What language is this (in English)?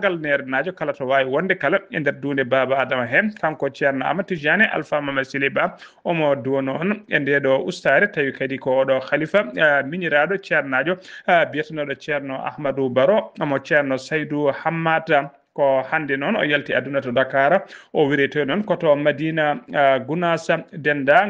Fula